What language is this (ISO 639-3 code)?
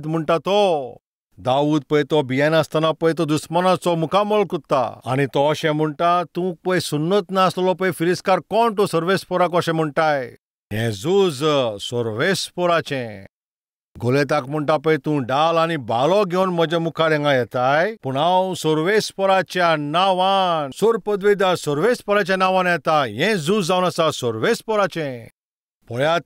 kok